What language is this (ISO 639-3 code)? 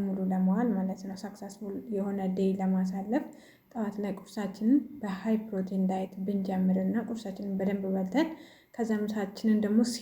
amh